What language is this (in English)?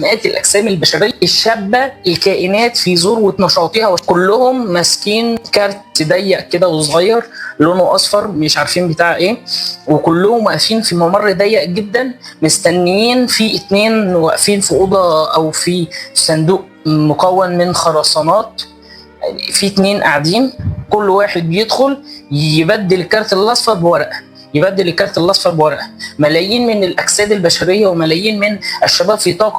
Egyptian Arabic